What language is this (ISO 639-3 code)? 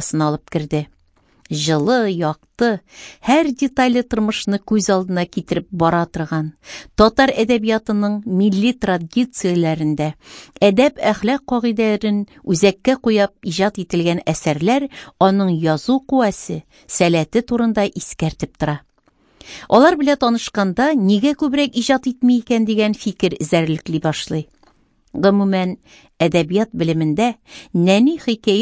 tat